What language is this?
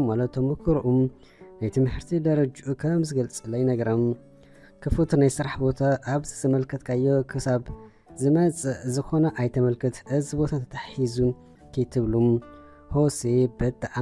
Tigrinya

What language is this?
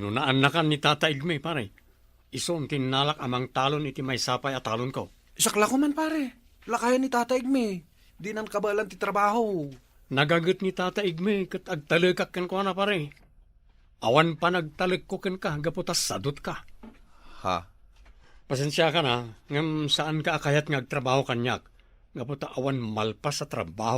Iloko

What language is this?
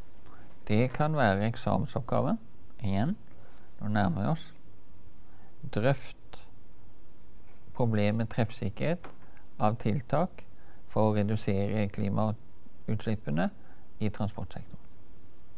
Norwegian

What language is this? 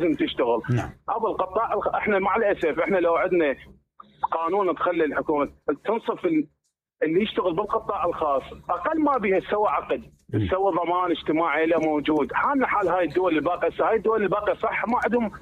Mesopotamian Arabic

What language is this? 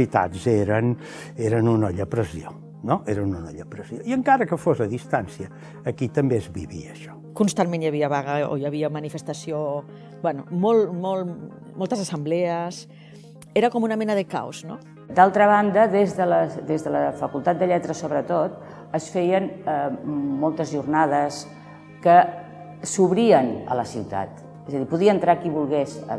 Catalan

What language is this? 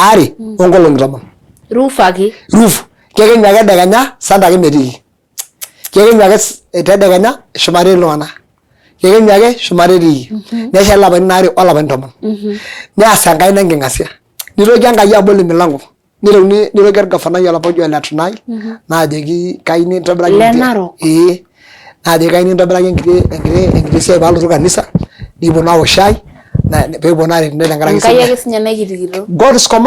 Masai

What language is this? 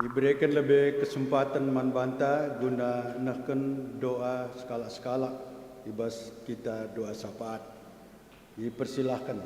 Batak Karo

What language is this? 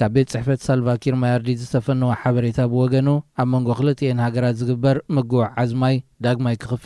Tigrinya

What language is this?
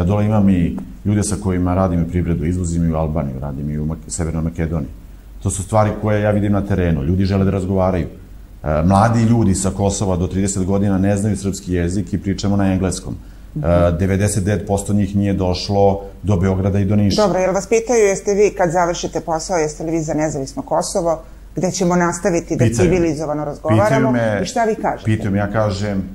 Serbian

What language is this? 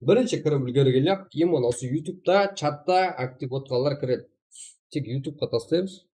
Kara-Kalpak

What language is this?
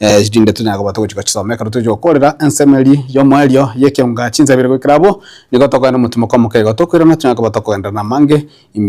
Gusii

